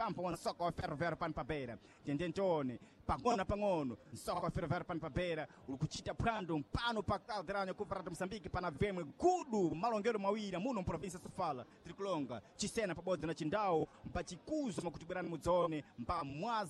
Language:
Sena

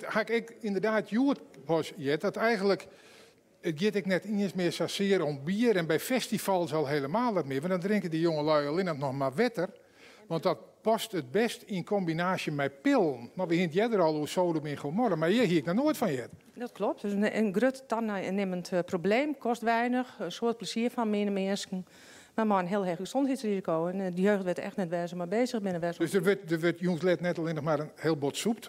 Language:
Western Frisian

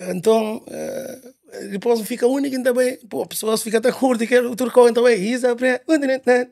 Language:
Kabuverdianu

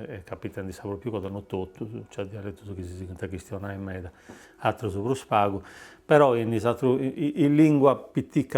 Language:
Sardinian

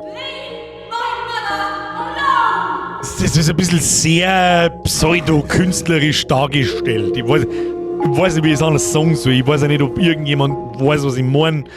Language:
Bavarian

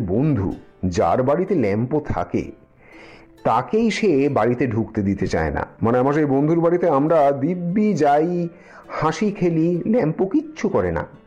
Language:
Bangla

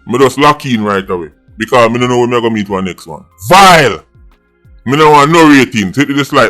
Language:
Jamaican Creole English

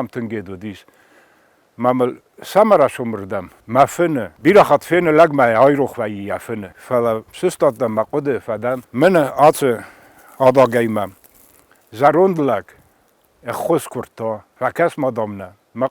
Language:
Ossetic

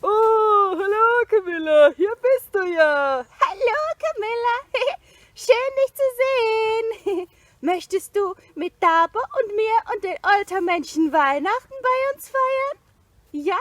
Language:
Swiss German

